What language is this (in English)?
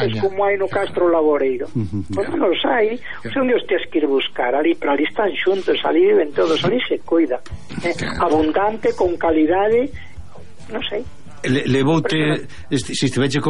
Galician